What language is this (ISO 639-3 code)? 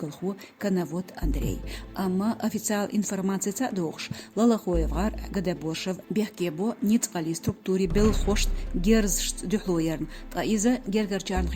che